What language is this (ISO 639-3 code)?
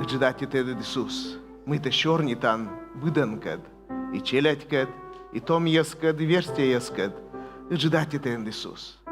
kom